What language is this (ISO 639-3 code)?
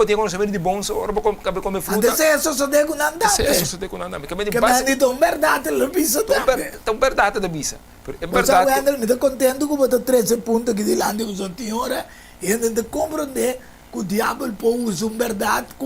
pap